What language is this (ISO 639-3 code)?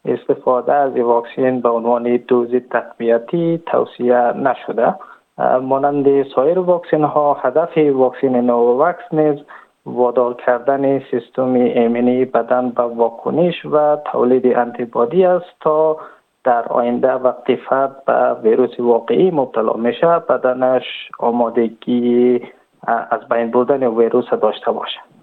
tgk